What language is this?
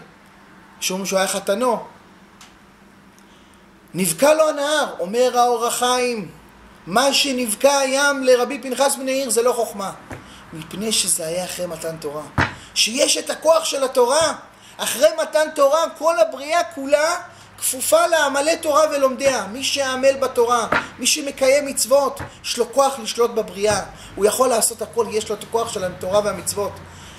Hebrew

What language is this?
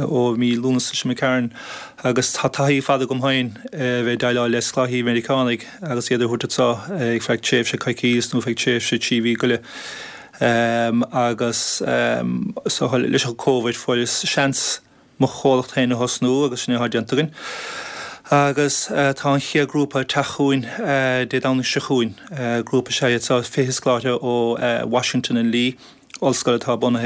Irish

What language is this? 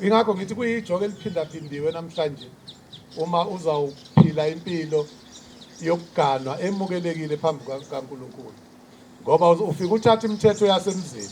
Zulu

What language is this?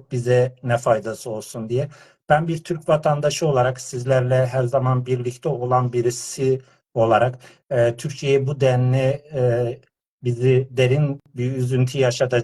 South Azerbaijani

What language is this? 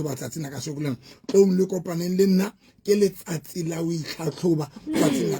Southern Sotho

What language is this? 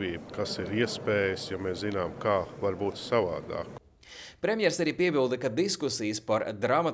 Latvian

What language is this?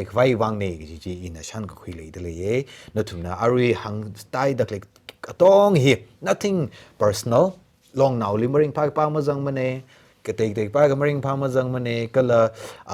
Tangkhul Naga (India)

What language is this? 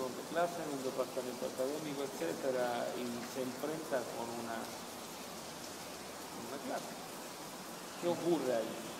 Spanish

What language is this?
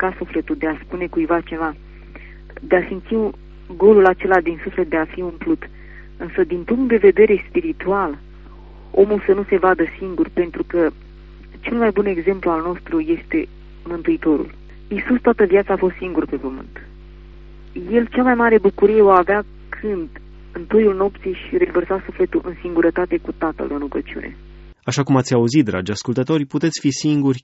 Romanian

